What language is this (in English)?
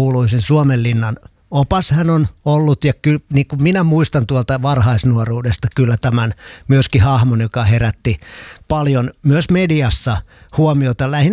Finnish